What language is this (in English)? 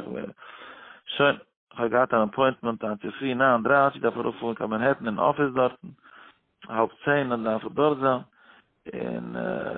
Yiddish